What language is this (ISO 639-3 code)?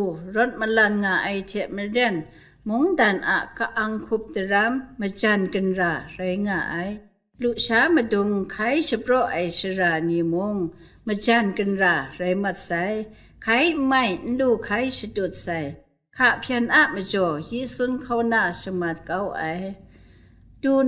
kac